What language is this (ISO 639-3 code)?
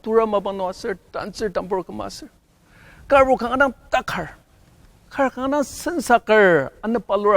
njo